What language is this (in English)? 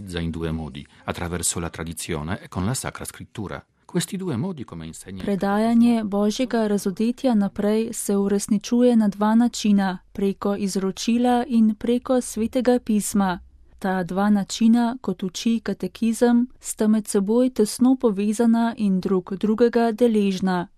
Slovenian